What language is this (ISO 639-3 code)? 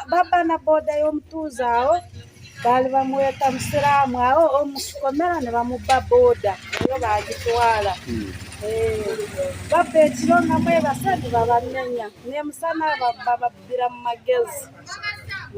lug